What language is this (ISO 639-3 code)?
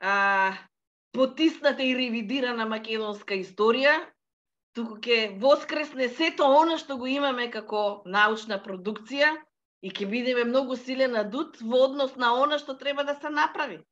mkd